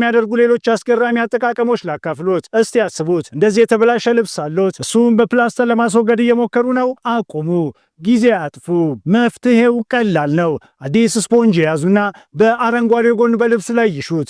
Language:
Amharic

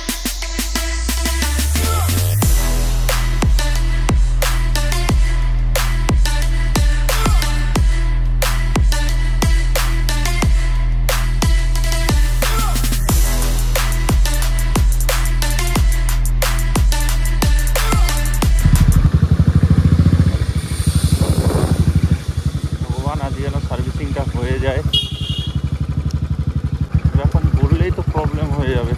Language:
Bangla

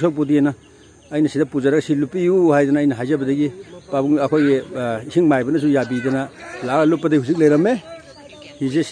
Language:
Manipuri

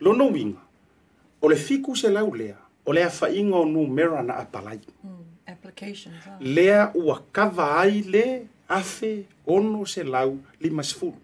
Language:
Samoan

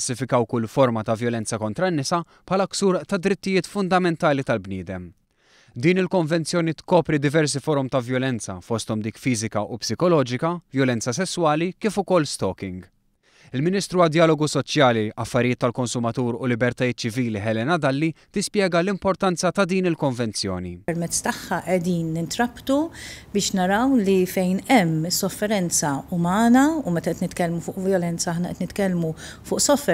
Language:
Maltese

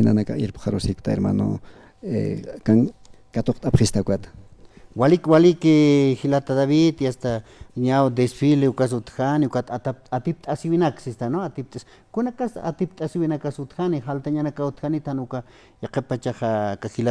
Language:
Aymara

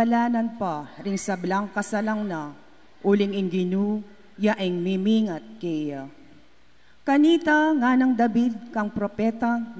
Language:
Pampanga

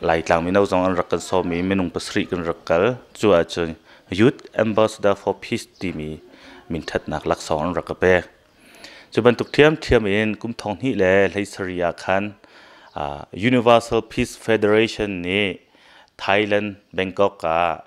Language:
Hakha Chin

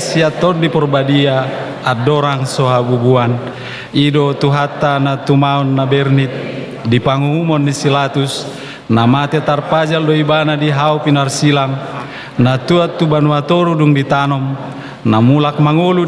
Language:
Batak Toba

